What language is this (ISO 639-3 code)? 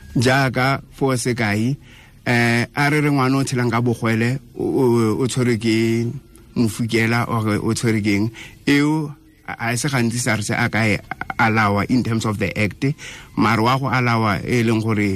tsn